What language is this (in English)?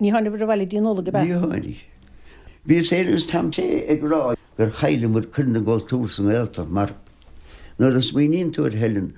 Irish